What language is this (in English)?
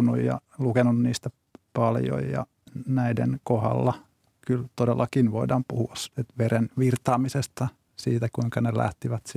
Finnish